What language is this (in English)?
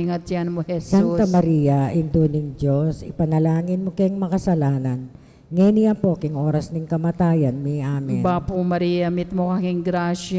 Pampanga